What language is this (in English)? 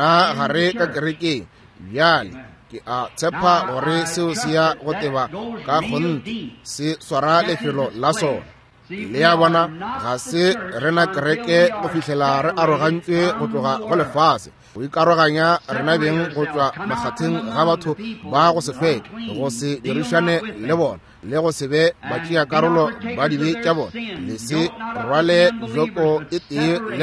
Northern Sotho